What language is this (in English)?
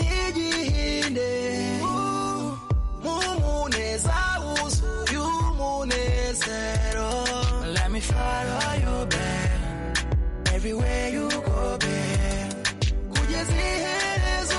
Kinyarwanda